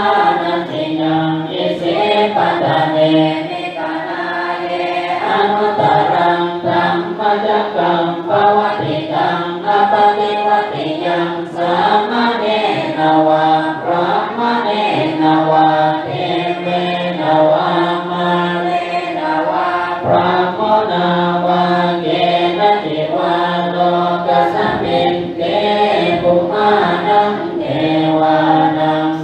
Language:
Pali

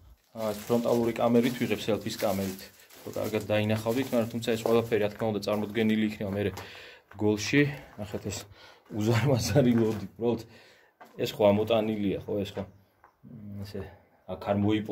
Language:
Georgian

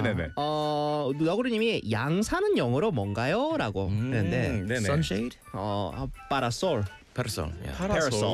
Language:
Korean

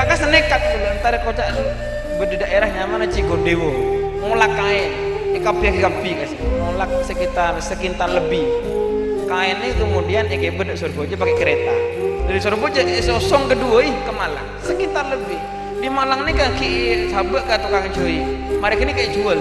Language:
Madurese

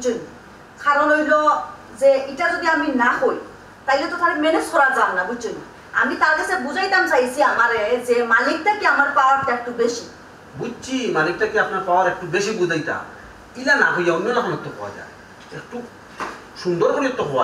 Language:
Sylheti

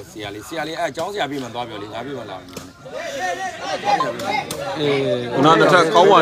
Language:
Burmese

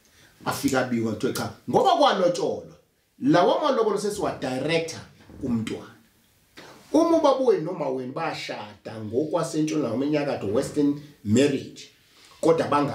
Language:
Zulu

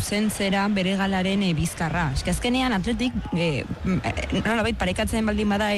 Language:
Basque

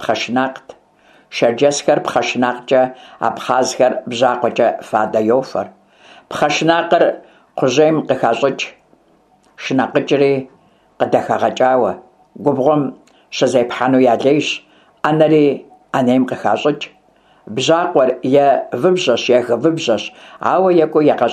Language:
Kabardian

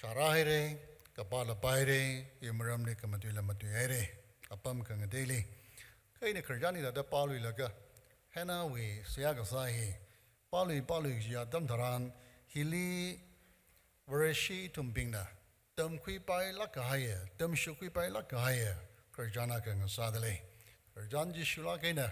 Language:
Tangkhul Naga (India)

